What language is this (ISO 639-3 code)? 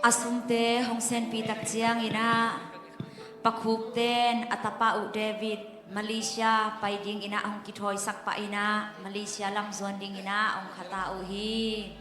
ctd